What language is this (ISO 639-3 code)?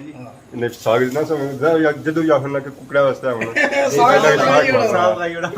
phr